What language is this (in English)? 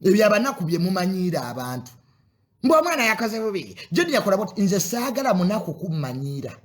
Ganda